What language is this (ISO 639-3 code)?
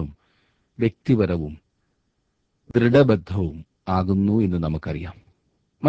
mal